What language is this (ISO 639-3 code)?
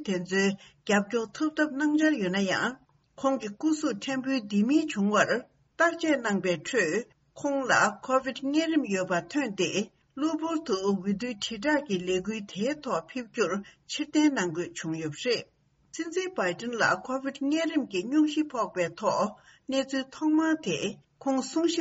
bod